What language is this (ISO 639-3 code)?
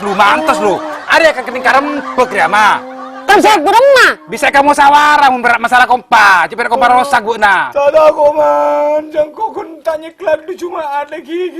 mad